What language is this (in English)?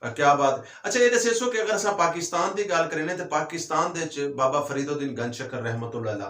Western Panjabi